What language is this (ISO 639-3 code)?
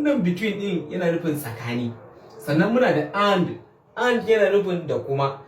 hau